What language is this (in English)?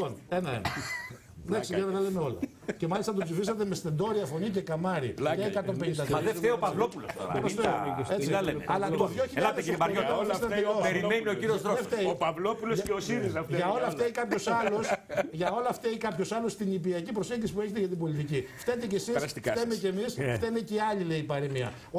Greek